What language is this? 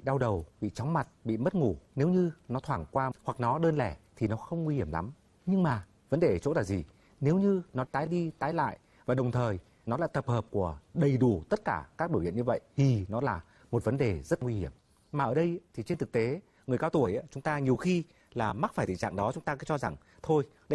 Vietnamese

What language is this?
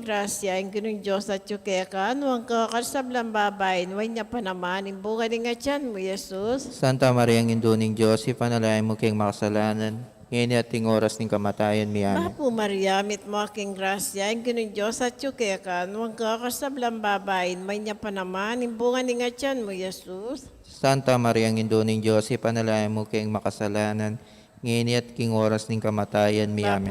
Pampanga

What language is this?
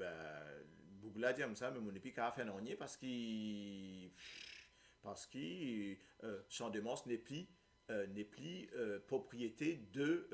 Morisyen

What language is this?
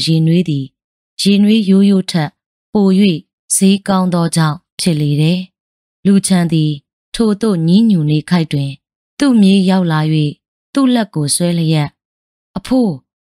Burmese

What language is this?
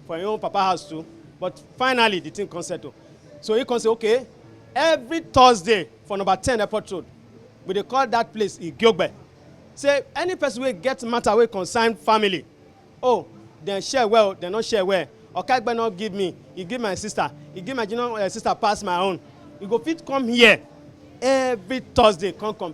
Nigerian Pidgin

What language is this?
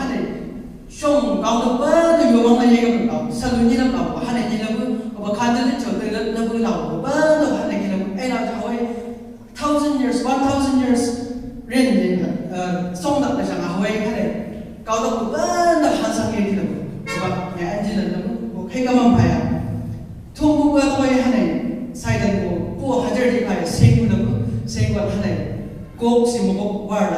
Chang Naga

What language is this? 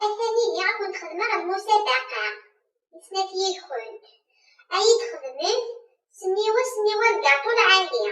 Kabyle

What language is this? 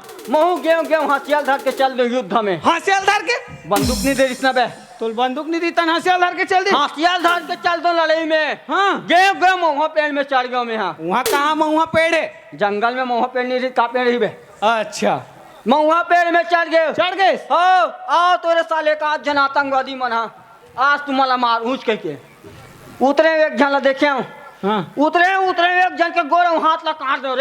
Chhattisgarhi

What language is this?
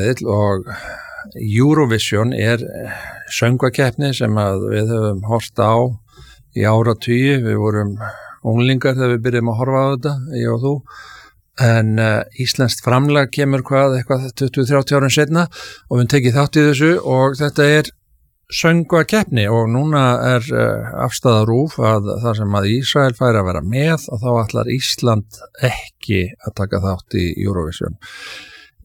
Icelandic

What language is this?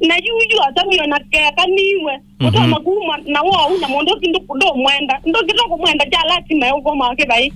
Kamba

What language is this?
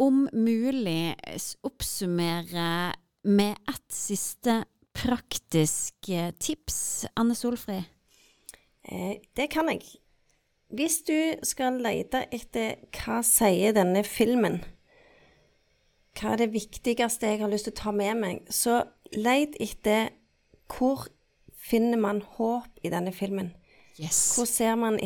Norwegian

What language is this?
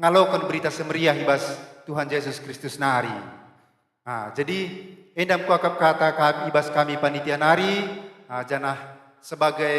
Batak Karo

